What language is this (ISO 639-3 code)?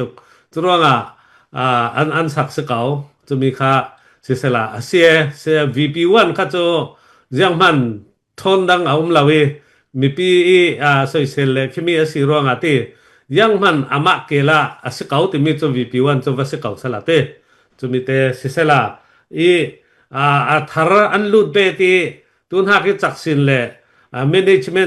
cfm